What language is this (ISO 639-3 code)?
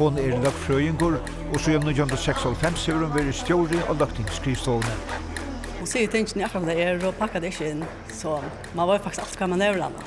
fao